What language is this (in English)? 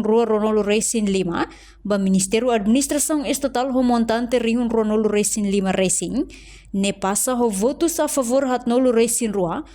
Tetum